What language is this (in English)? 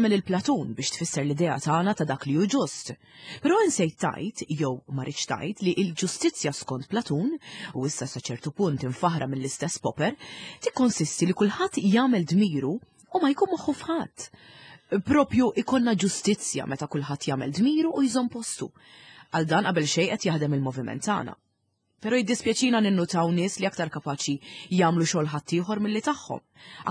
Maltese